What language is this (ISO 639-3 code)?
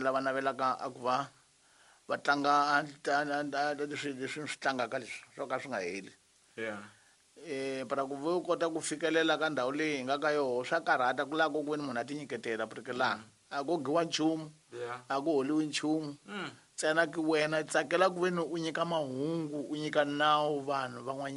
tso